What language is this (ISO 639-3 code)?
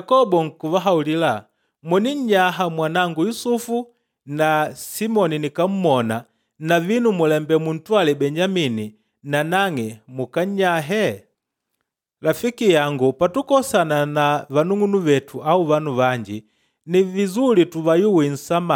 kde